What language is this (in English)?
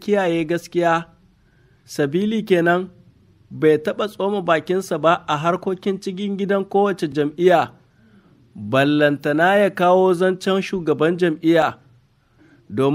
Hausa